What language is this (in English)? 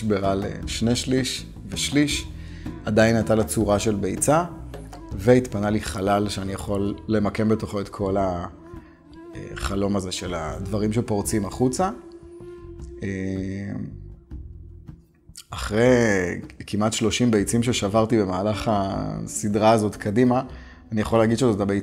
Hebrew